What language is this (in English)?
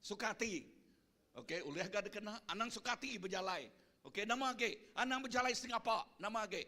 Iban